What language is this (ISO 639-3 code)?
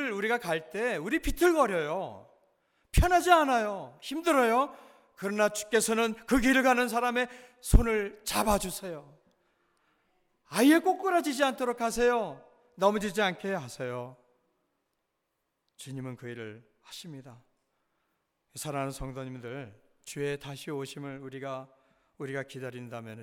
kor